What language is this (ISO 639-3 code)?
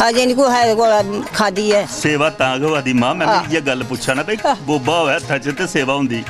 doi